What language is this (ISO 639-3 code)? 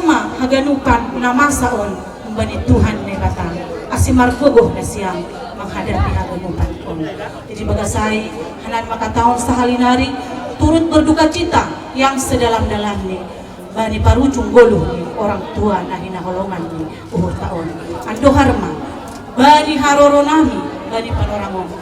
bts